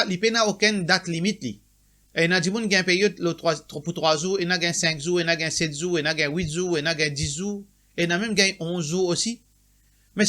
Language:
Morisyen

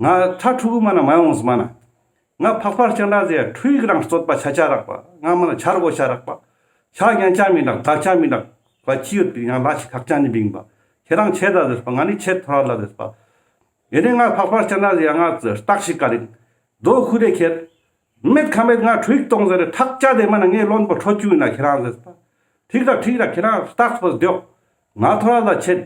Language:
Ladakhi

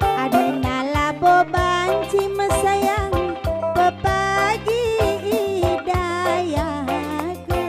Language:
Batak Karo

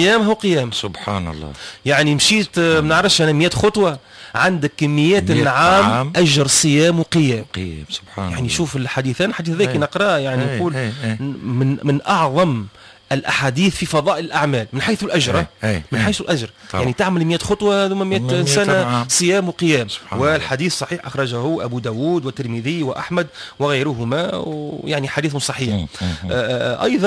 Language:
Tunisian Arabic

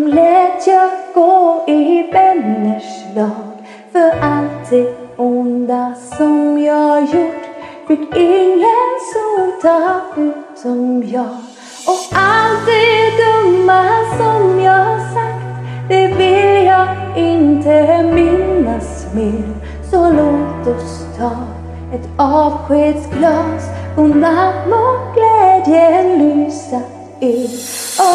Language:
Swedish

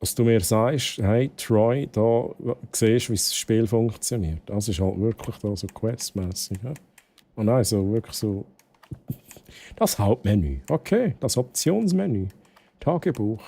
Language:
Swiss German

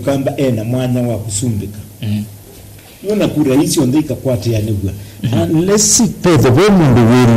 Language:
Kamba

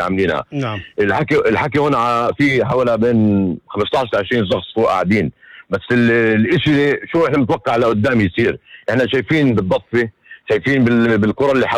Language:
North Levantine Arabic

